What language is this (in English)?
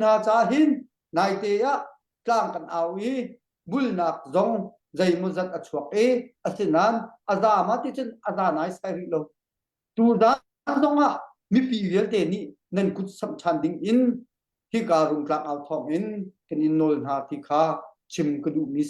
Hakha Chin